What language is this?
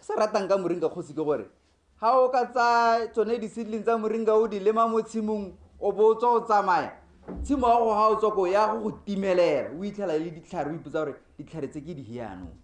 Tswana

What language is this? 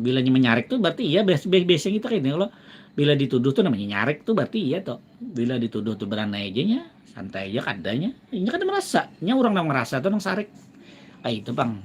Banjar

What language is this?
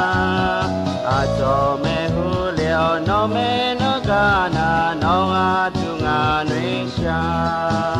Akha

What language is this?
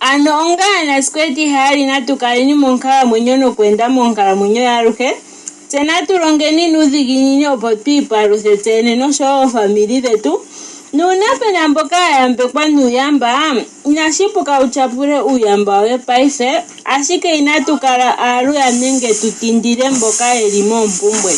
Ndonga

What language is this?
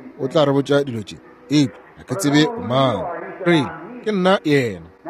Northern Sotho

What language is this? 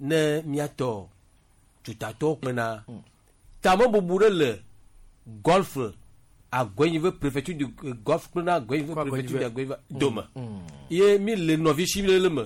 Gen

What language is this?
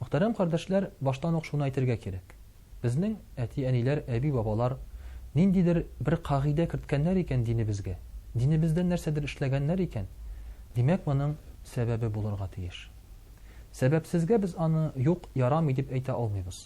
Tatar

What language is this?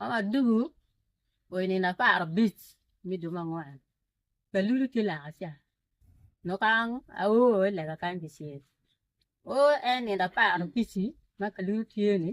Acoli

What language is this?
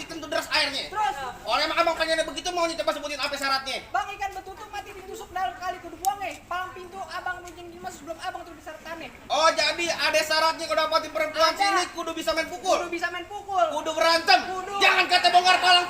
Betawi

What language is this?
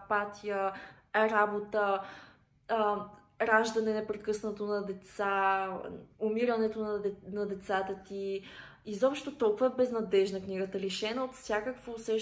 Bulgarian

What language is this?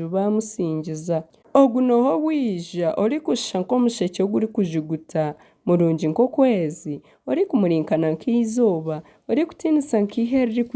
Nyankole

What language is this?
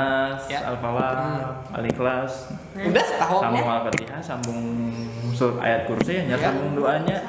Banjar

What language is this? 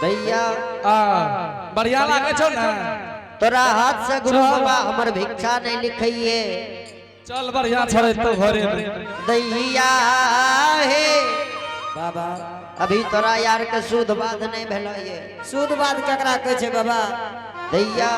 Angika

